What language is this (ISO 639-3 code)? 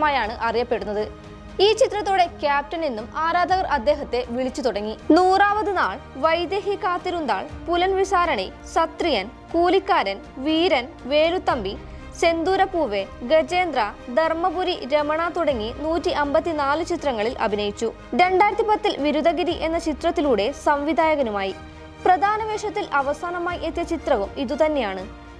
mal